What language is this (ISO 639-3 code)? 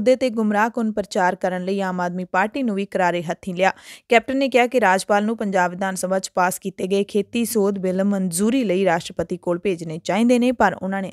pan